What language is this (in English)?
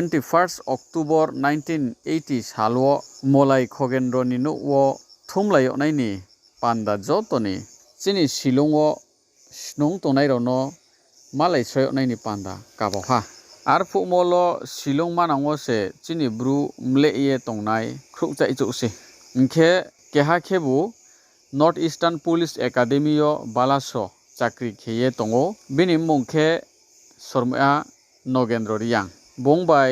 Riang (India)